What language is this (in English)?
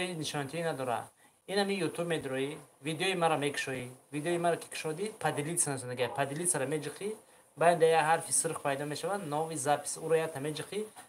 Tajik